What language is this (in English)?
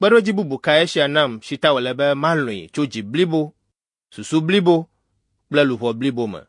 Ewe